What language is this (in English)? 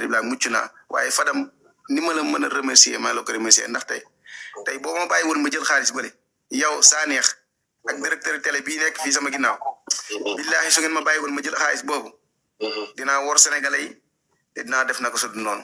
Wolof